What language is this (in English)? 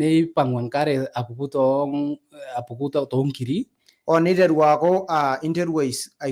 Masai